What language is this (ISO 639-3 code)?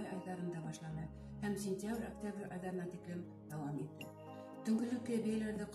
bak